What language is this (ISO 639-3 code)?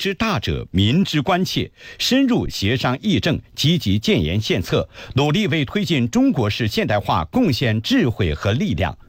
zho